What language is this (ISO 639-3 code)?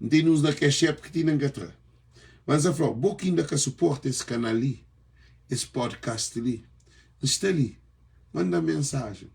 kea